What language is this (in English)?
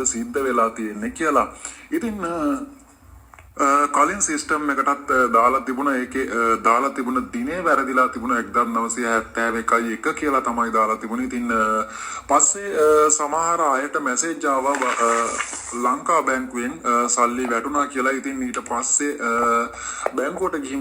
Sinhala